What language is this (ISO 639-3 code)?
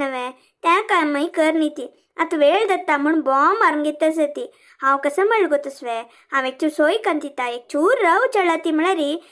kok